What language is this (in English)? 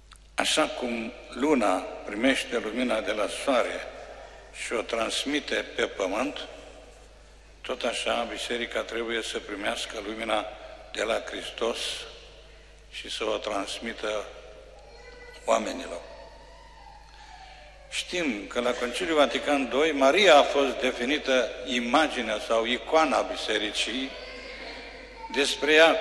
Romanian